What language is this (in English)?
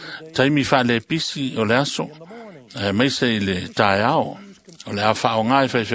Samoan